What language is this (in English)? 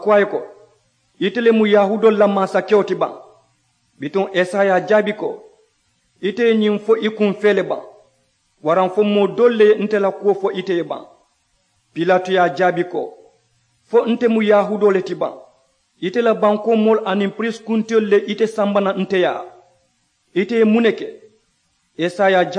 Mandingo